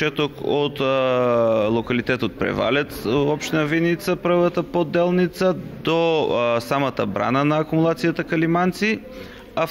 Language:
Macedonian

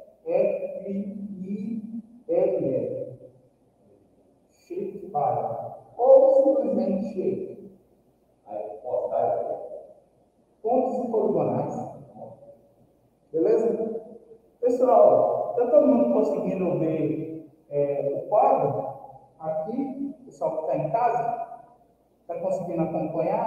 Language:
Portuguese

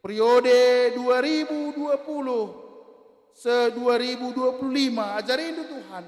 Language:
Batak Karo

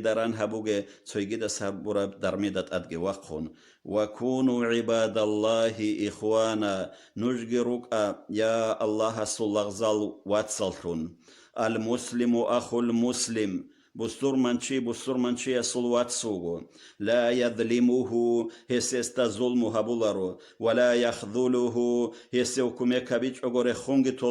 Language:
Avaric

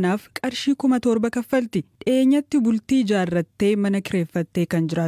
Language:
Oromo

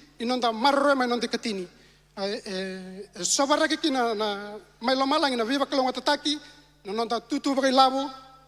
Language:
Fijian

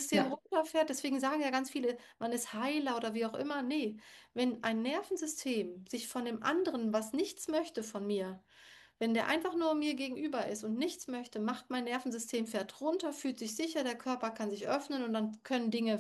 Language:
German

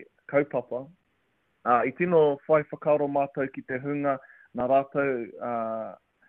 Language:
Māori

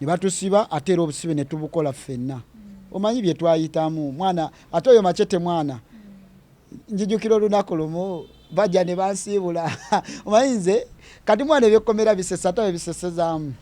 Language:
Ganda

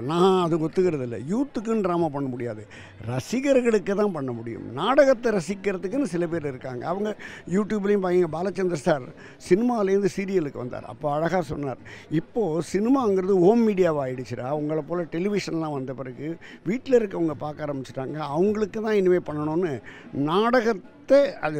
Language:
Tamil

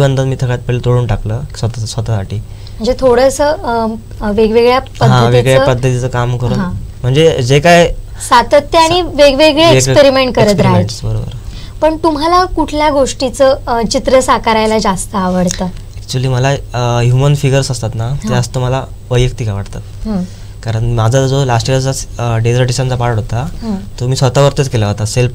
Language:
Marathi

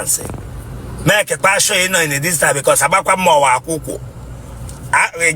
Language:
Igbo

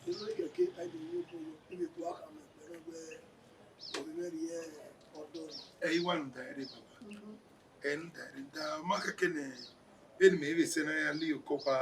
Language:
Bini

